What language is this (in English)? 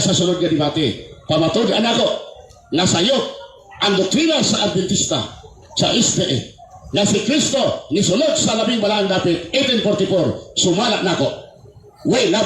Cebuano